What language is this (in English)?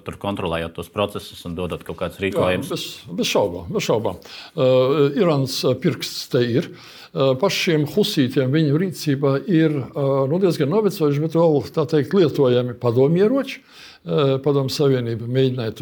Latvian